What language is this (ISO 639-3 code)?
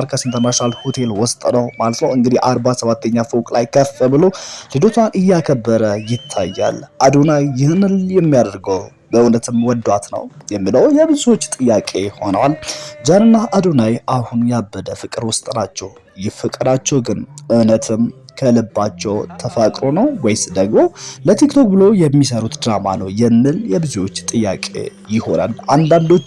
amh